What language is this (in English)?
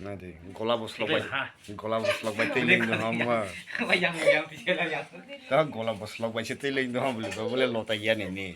Kok Borok